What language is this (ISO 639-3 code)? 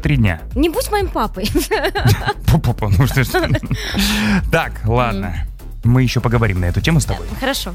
rus